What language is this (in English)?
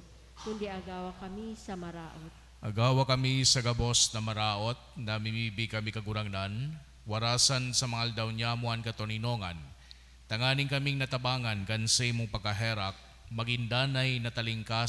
Bikol